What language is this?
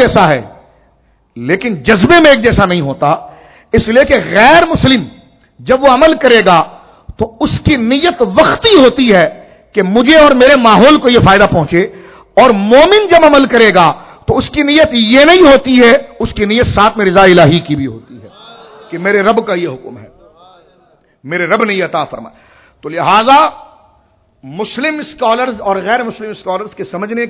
Urdu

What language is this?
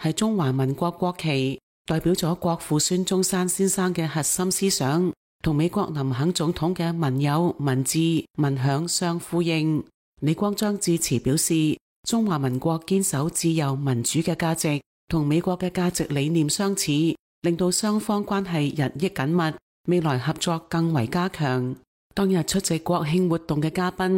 Cantonese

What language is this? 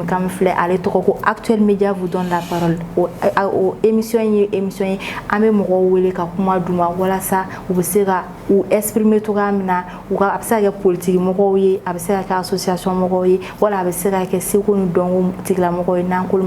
Bambara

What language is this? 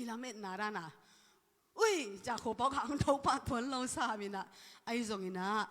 Tedim Chin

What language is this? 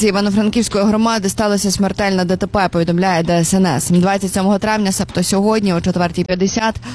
Ukrainian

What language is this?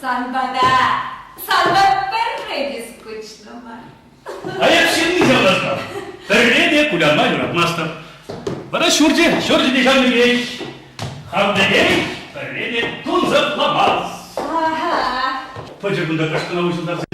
Chuvash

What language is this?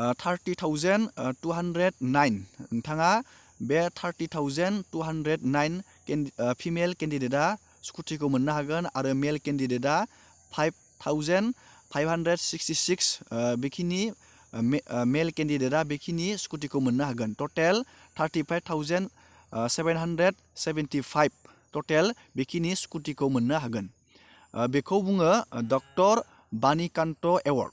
Bodo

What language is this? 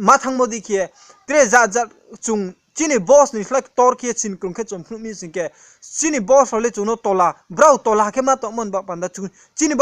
Riang (India)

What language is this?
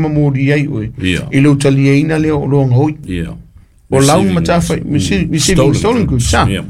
Samoan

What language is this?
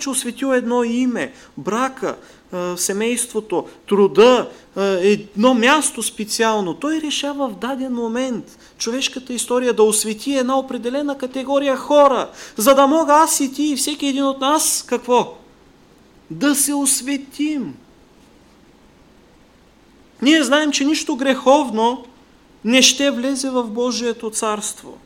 Bulgarian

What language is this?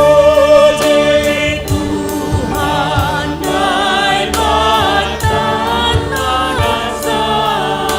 Batak Simalungun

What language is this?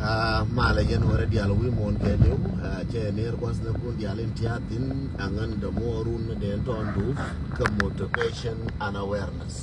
Nuer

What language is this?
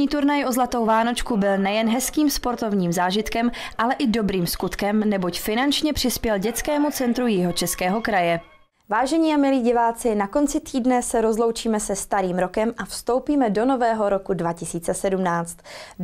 Czech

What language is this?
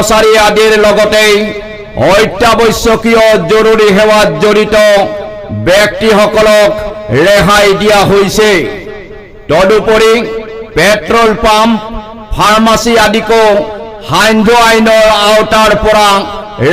Assamese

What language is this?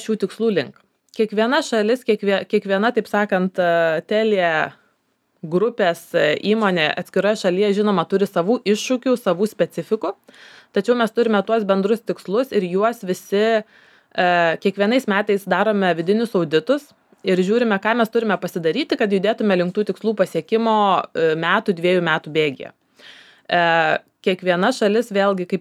Lithuanian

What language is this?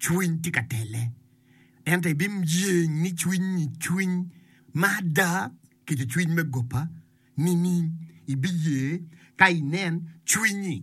Acoli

